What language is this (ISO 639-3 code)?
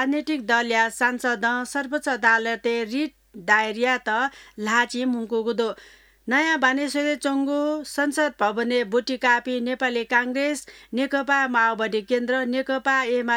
new